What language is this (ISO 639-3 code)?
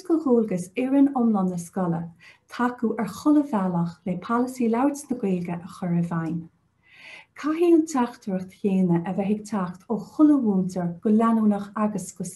gle